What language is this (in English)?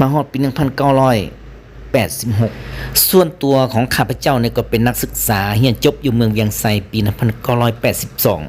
Lao